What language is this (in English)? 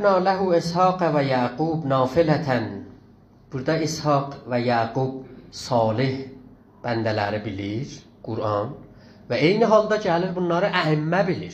South Azerbaijani